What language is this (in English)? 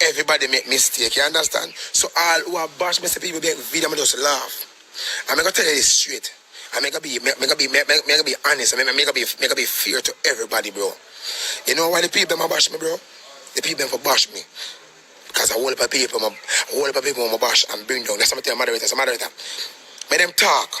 Jamaican Creole English